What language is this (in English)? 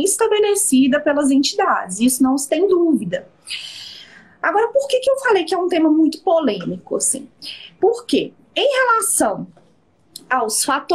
Portuguese